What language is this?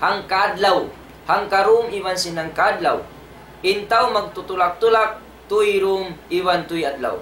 Tausug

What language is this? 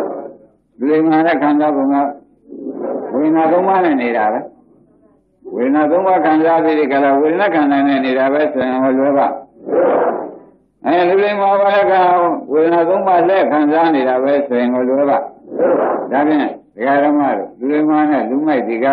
Burmese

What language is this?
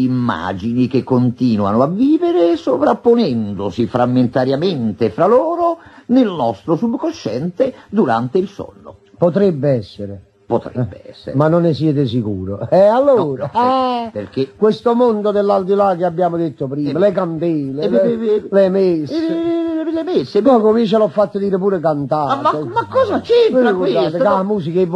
Italian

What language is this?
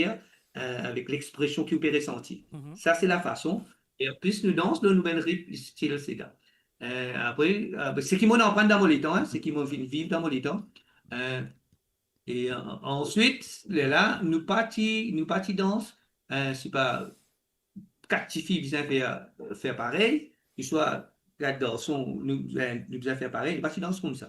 Morisyen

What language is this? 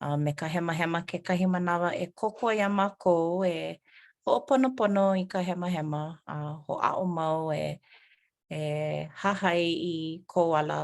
Hawaiian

